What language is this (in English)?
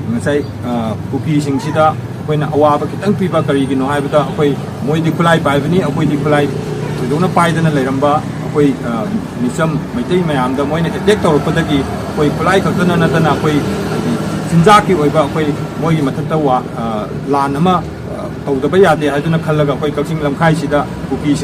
Manipuri